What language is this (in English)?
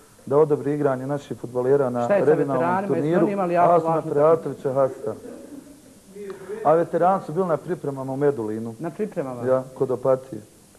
Bosnian